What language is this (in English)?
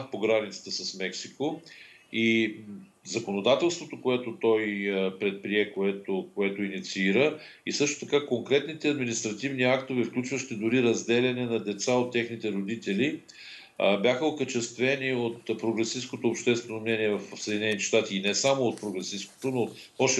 Bulgarian